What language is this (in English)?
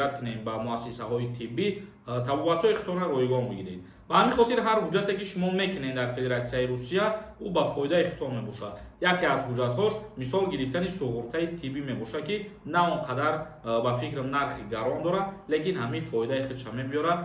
Tajik